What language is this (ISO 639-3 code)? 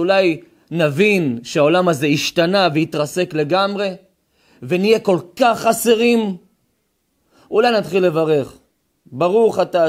heb